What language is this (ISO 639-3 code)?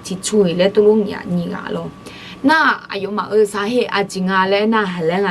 ahk